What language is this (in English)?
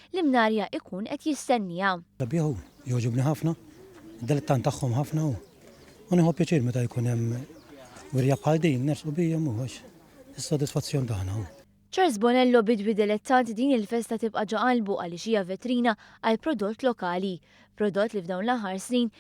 Maltese